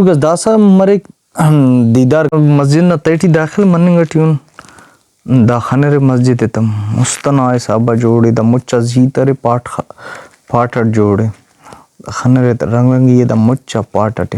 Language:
Brahui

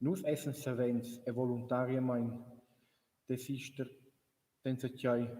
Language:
Romansh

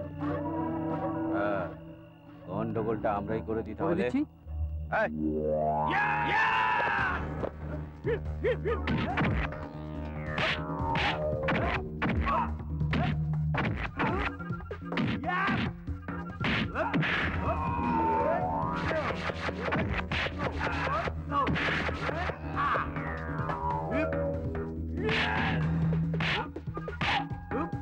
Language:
Bangla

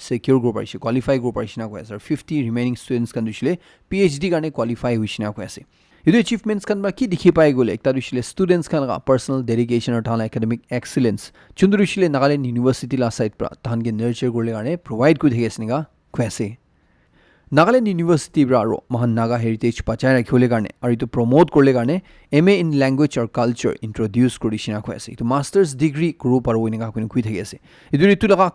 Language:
Naga Pidgin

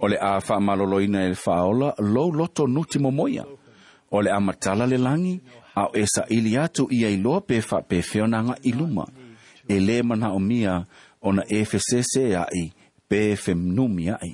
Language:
Samoan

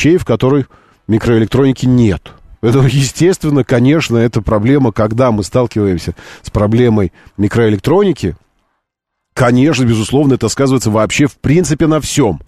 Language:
Russian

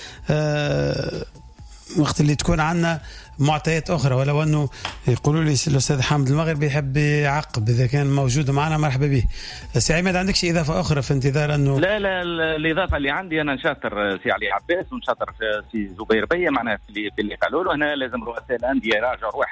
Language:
Tunisian Arabic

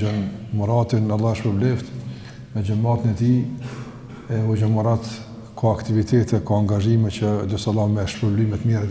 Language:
Albanian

